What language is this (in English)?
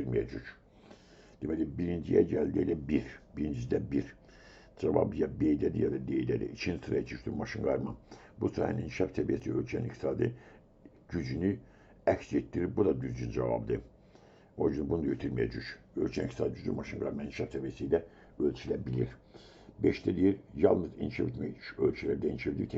Azerbaijani